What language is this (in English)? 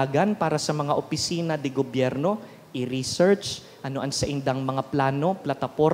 Bikol